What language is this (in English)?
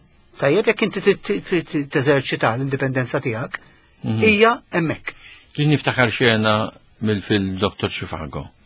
Maltese